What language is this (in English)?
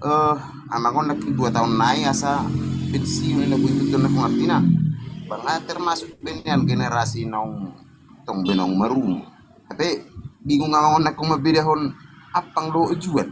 Batak Toba